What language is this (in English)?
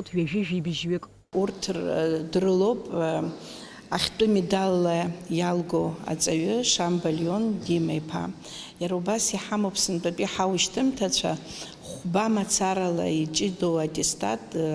Abkhazian